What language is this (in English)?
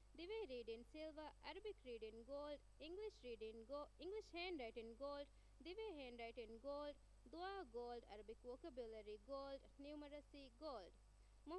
Divehi